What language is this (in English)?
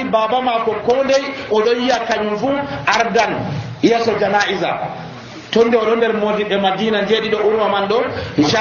Nigerian Fulfulde